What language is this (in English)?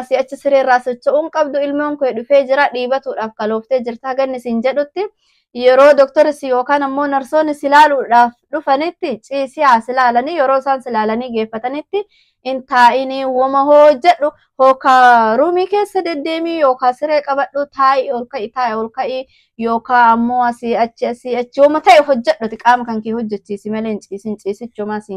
Oromo